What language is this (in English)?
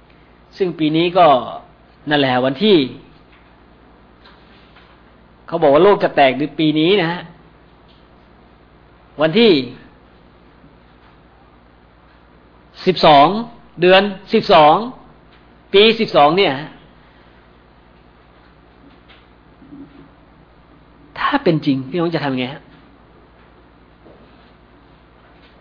Thai